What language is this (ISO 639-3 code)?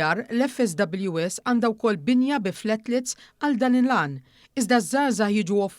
mlt